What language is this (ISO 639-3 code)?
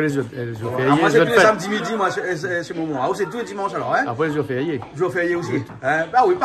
rcf